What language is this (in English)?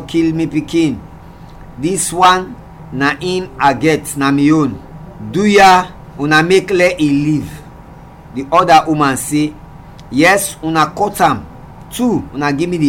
Krio